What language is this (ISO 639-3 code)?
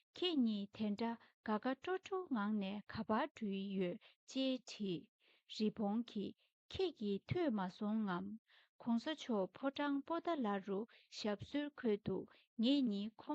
bod